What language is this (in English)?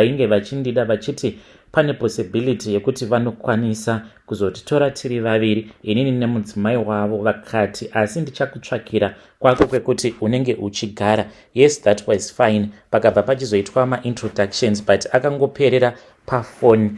Shona